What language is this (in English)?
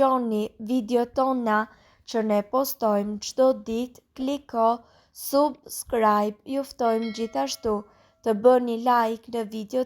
Albanian